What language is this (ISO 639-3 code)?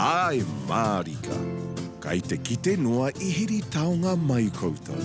mri